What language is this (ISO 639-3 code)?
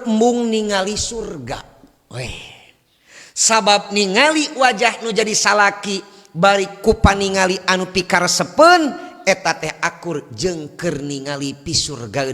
sun